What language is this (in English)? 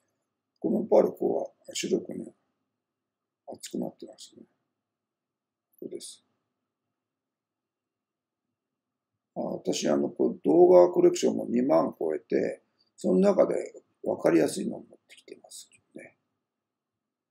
Japanese